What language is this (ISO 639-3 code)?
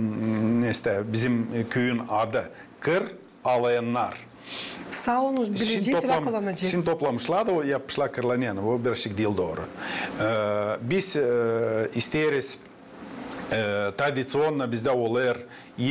gag